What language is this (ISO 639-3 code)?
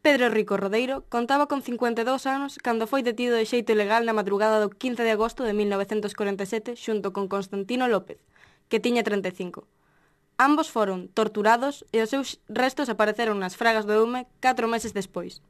glg